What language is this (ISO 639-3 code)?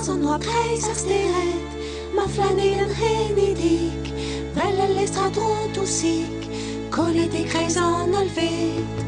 bre